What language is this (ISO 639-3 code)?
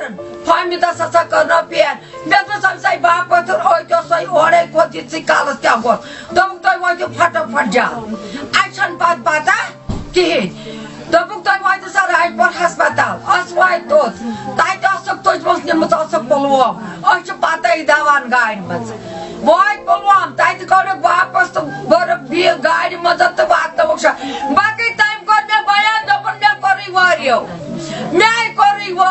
kas